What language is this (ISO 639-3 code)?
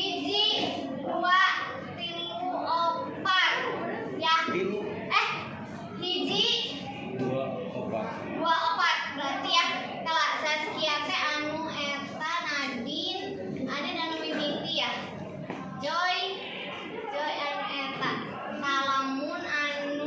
sun